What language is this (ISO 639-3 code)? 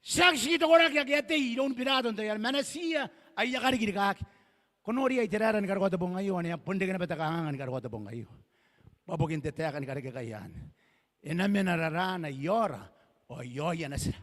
gil